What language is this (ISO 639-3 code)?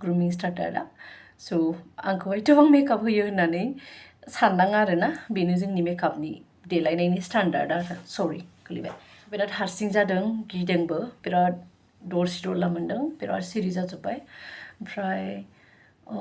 brx